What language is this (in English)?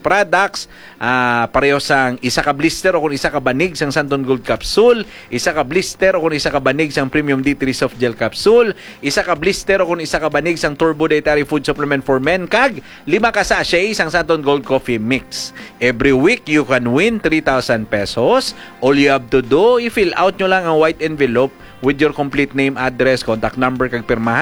Hiligaynon